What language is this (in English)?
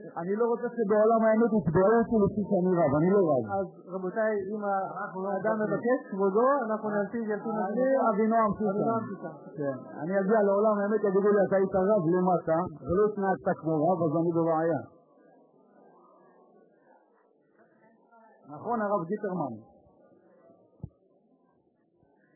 Hebrew